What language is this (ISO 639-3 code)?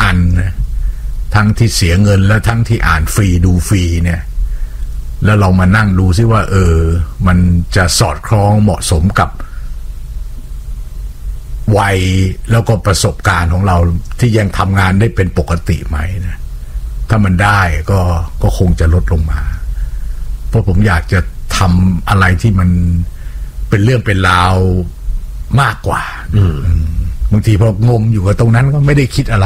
tha